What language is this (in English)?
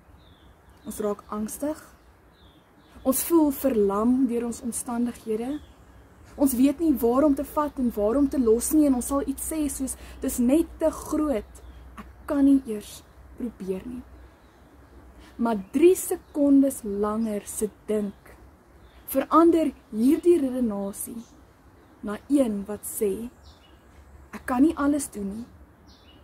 Afrikaans